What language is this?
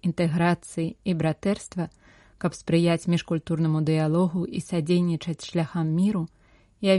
Belarusian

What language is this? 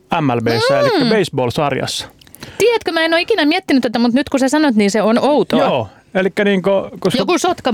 Finnish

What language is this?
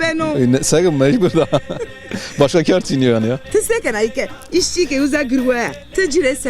Zaza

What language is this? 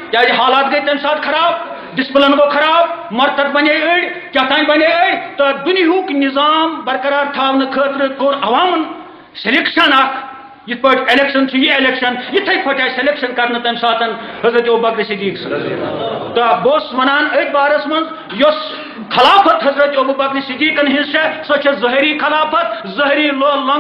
Kashmiri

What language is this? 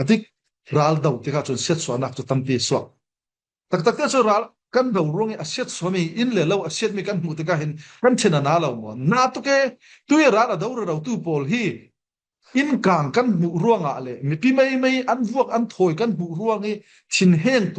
Falam Chin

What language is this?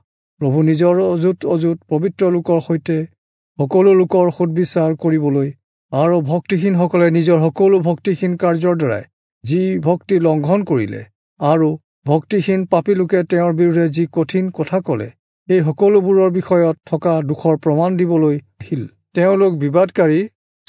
Assamese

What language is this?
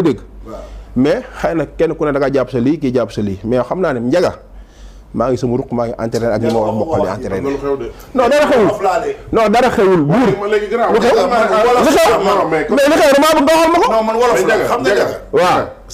Wolof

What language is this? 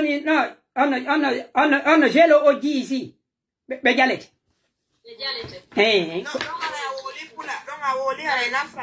Pular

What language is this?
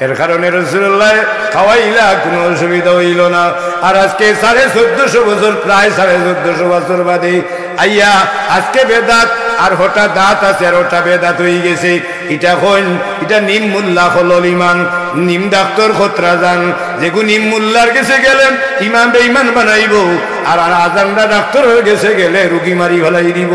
Sylheti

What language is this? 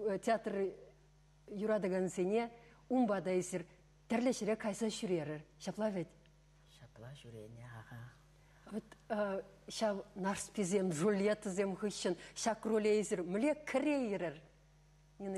Chuvash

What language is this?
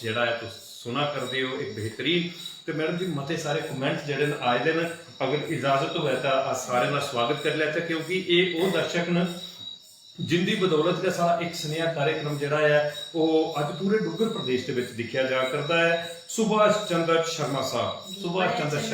Dogri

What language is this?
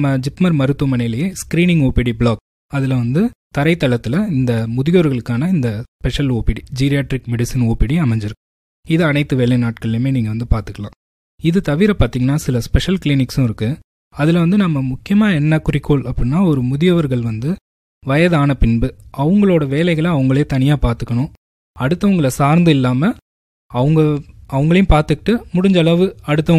Tamil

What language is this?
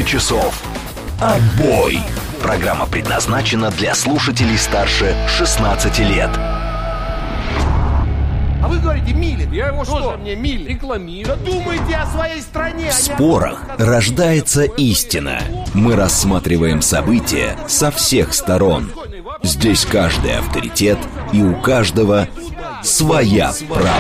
Russian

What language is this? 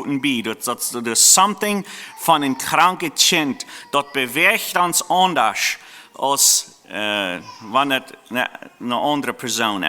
Plautdietsch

